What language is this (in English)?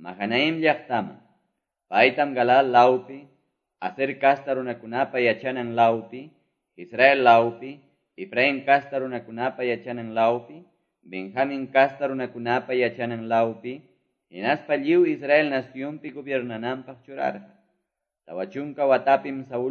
Quechua